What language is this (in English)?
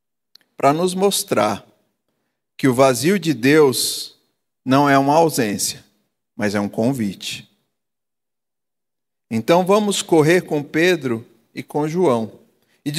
Portuguese